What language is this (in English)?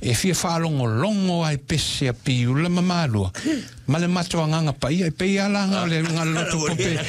Samoan